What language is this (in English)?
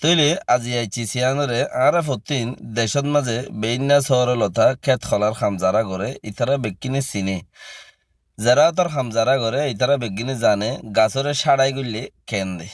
Rohingya